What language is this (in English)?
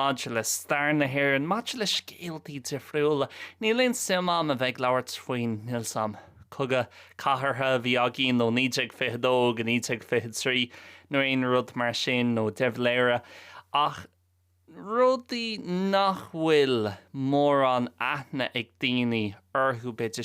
Irish